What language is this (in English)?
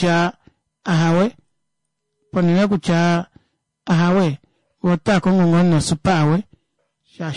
Kuanyama